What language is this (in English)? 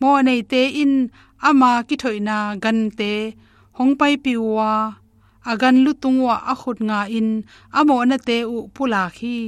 Tedim Chin